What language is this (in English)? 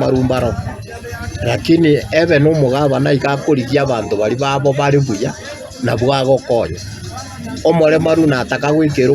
Gusii